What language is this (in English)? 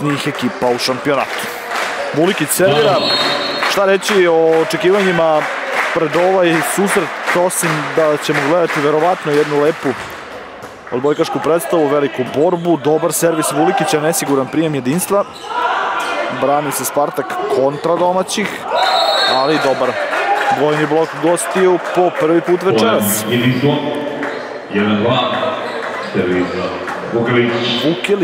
Serbian